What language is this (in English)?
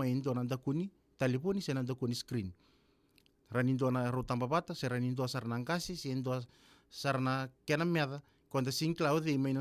Fijian